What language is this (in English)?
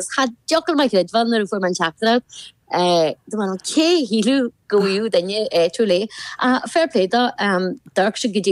Irish